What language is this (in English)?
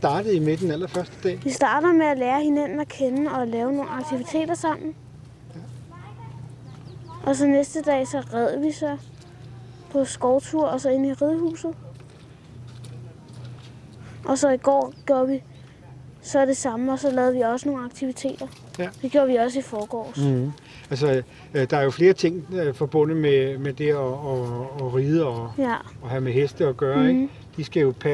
Danish